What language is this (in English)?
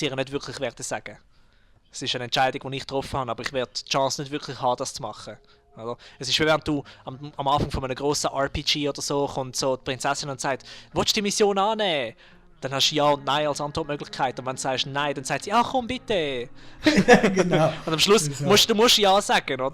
Swiss German